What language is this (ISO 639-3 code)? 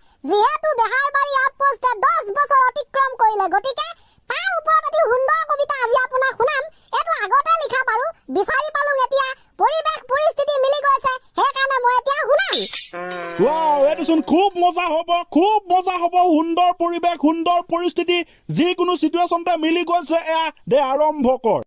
asm